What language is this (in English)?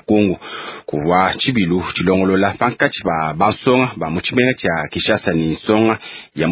Luba-Lulua